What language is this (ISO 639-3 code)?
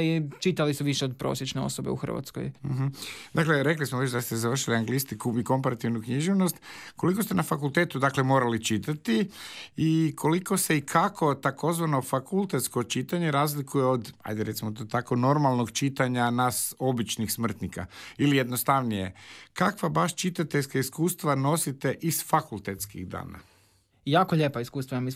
hrv